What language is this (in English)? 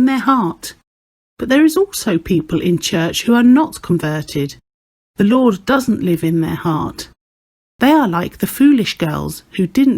English